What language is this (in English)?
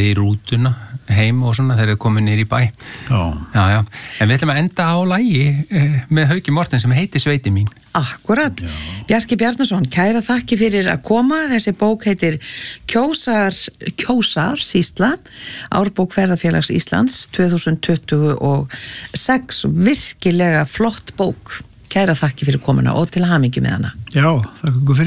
Icelandic